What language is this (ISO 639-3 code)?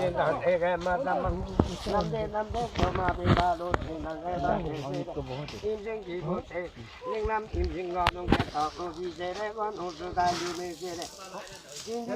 lif